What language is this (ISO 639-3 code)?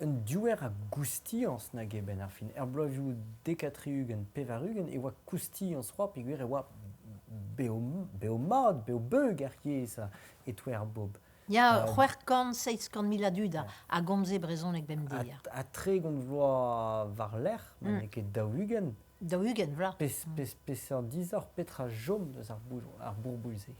bre